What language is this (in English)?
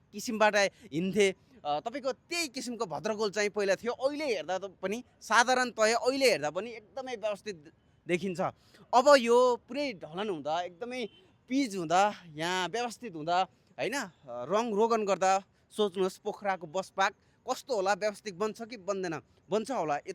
Nepali